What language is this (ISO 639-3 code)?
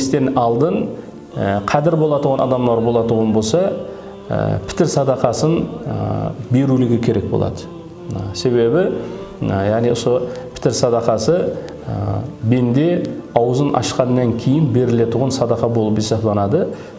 kaa